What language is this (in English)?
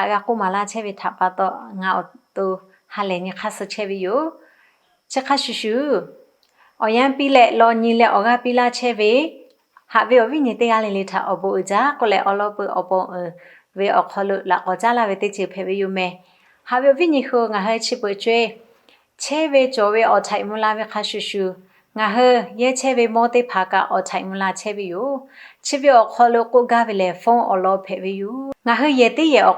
Lahu